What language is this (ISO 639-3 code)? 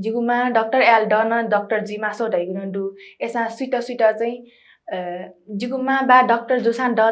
new